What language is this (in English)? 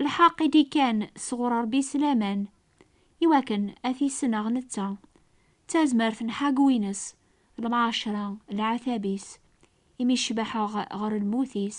Kabyle